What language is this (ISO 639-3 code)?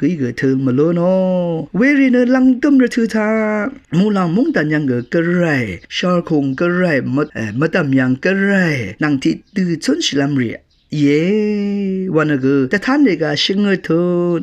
raw